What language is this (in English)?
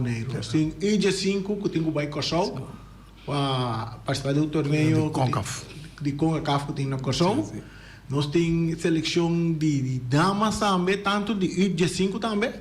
Papiamento